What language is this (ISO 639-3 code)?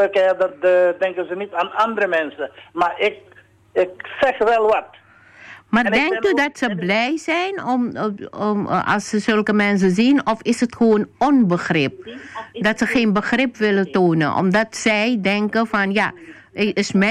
nld